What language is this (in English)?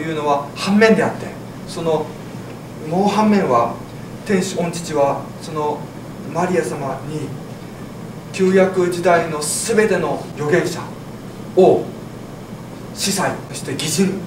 Japanese